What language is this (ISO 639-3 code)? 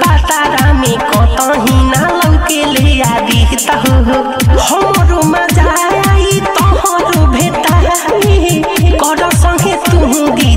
bho